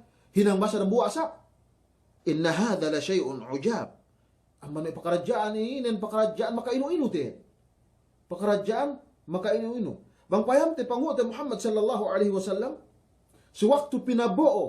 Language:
Yakan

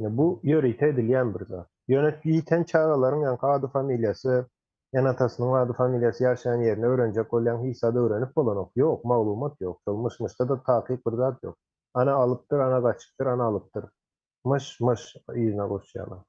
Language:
Turkmen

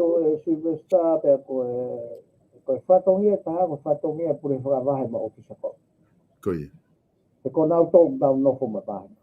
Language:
Tongan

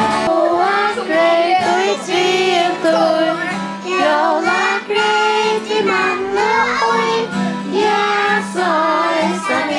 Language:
Faroese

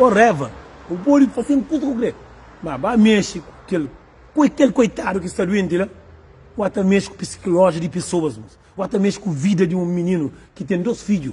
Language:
Kabuverdianu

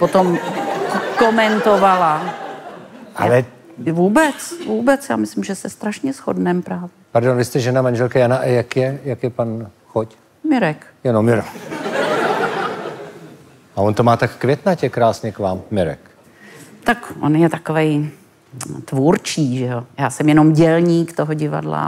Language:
Czech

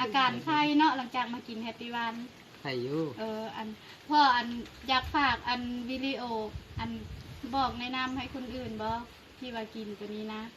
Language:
Lao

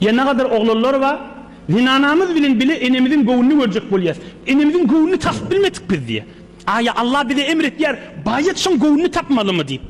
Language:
Turkmen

